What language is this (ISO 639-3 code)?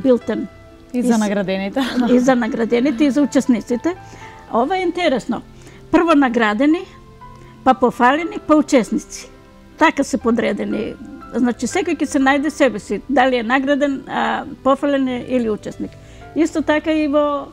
mkd